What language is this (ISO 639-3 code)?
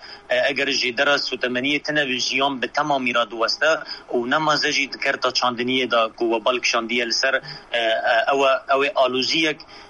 kur